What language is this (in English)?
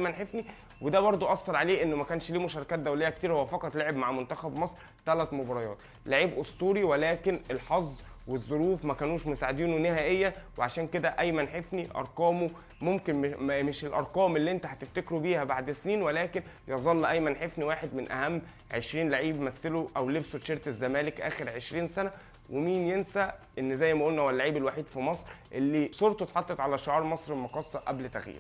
Egyptian Arabic